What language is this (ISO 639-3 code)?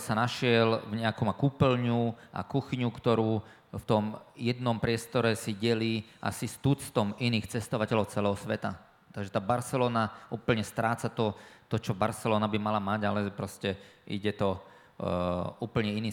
slk